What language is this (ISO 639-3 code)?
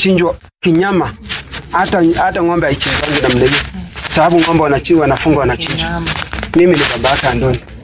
swa